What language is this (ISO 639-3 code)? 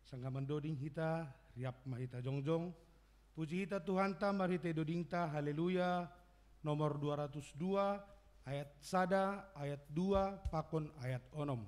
bts